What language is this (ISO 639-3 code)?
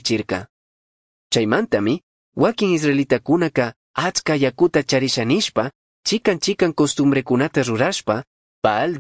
qug